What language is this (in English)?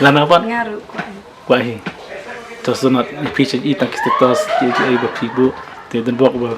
Khasi